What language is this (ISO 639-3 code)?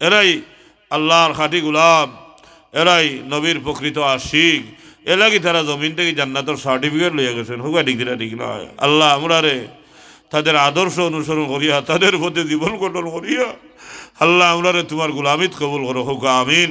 syl